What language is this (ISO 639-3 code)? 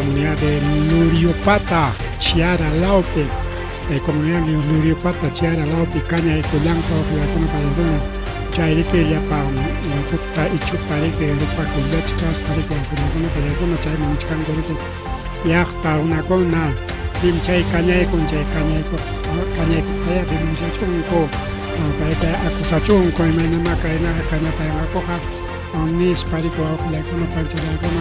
quy